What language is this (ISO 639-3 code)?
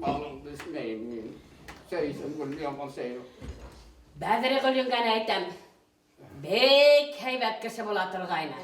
bak